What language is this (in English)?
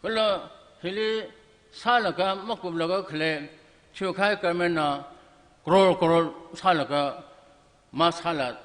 Tangkhul Naga (India)